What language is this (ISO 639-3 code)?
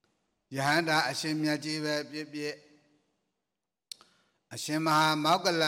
mya